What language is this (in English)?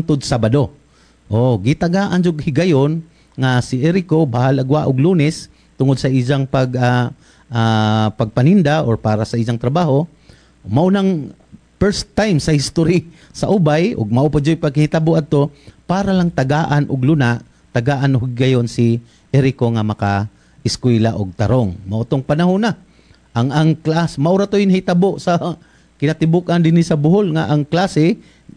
Cebuano